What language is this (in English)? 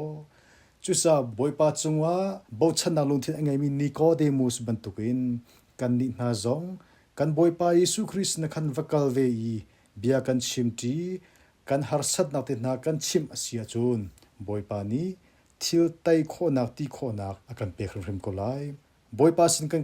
Hakha Chin